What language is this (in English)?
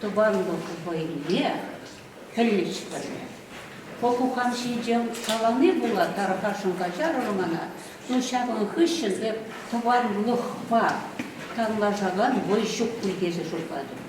Chuvash